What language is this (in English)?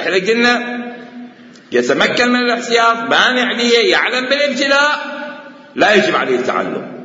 Mesopotamian Arabic